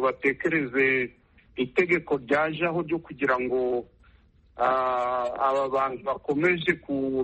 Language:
Kinyarwanda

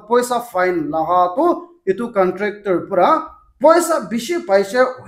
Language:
Naga Pidgin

